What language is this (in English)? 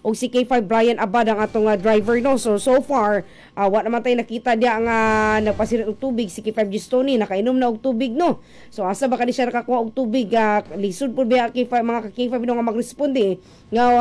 Cebuano